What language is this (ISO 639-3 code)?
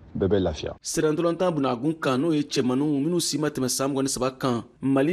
bam